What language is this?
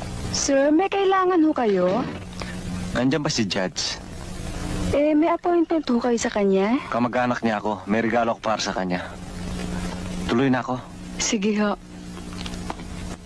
Filipino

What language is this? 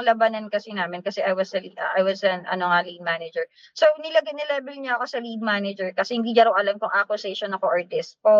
Filipino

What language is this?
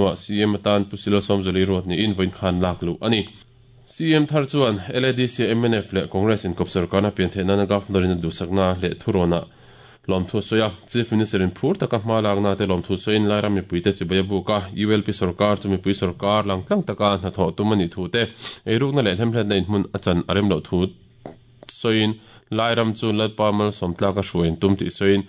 Mizo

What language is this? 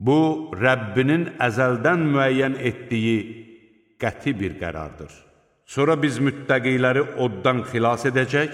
Azerbaijani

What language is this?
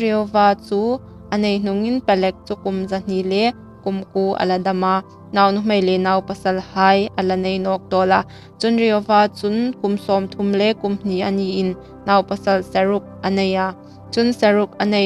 Hmar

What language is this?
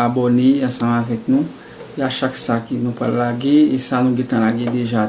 Haitian Creole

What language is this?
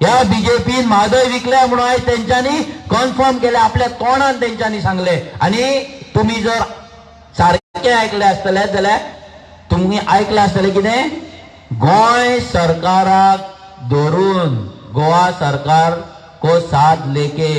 Konkani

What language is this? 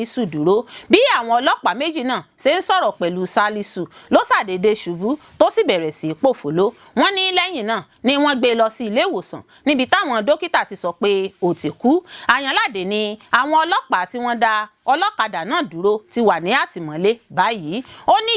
Yoruba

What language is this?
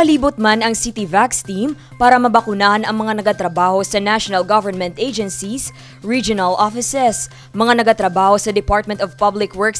Hiligaynon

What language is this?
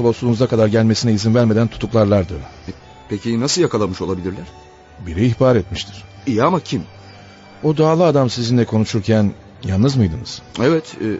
Turkish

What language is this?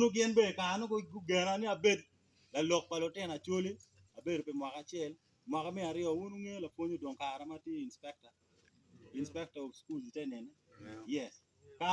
Acoli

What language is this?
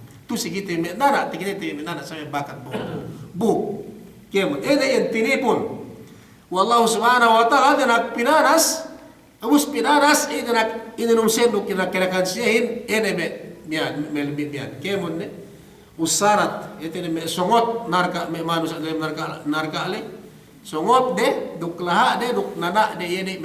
Yakan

